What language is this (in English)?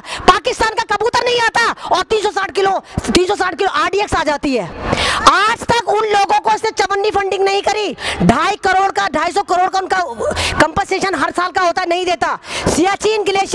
Hindi